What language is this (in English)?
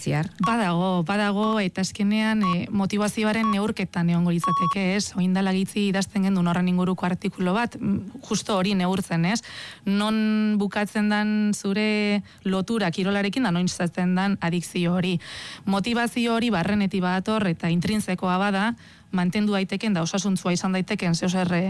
Basque